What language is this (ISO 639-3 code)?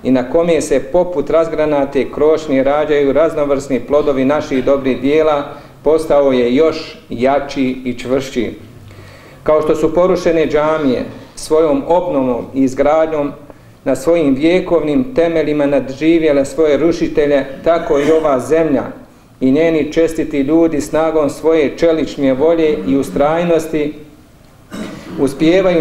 bos